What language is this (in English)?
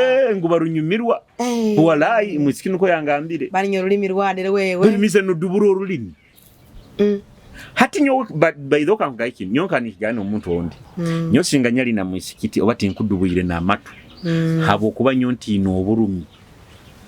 Nyoro